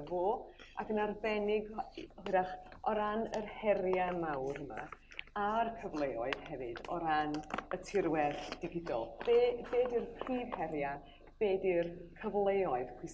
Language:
Welsh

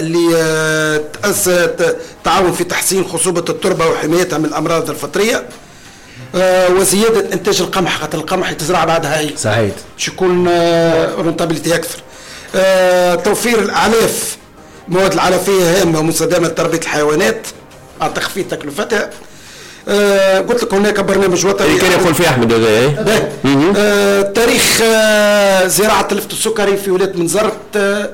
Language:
Tunisian Arabic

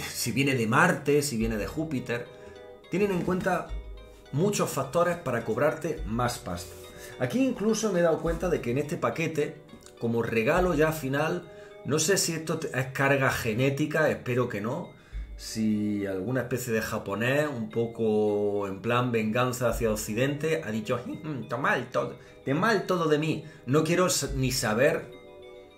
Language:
Spanish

